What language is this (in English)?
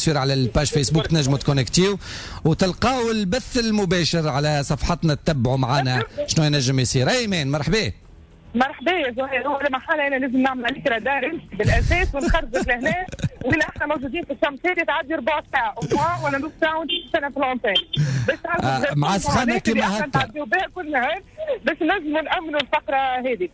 Tunisian Arabic